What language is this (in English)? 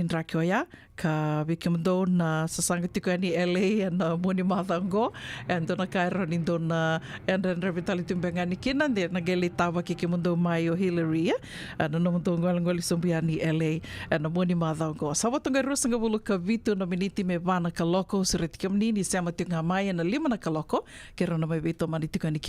Fijian